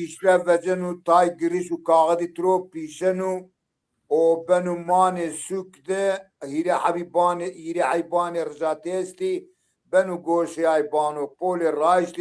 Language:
Zaza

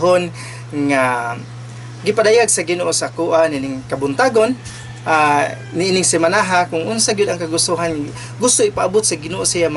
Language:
Cebuano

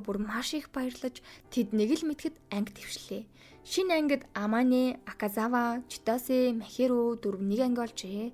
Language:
Mongolian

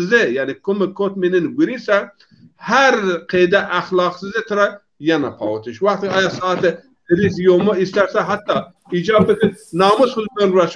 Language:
Zaza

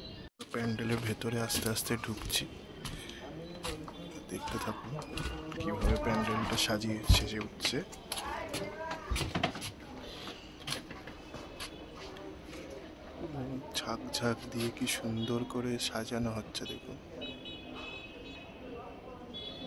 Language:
Bangla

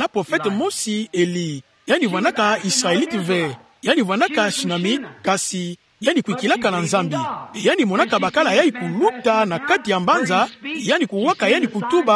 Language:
Kituba (Democratic Republic of Congo)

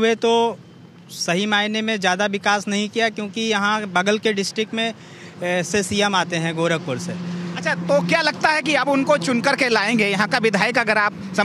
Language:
Hindi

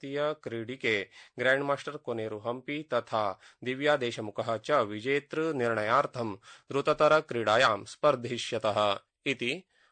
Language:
Sanskrit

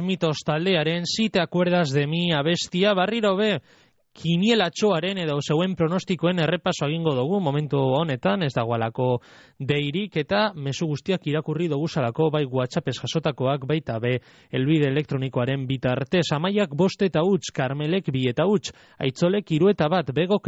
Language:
Basque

